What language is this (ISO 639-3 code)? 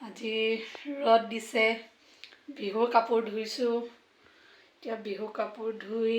asm